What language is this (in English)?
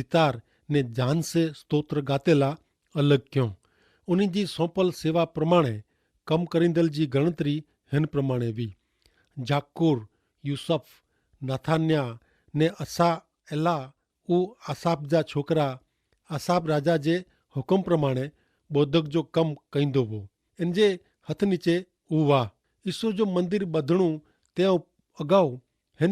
Kachhi